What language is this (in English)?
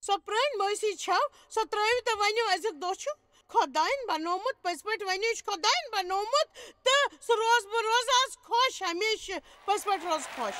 Kashmiri